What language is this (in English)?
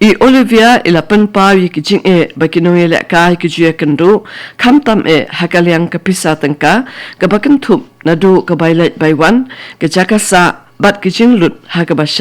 Khasi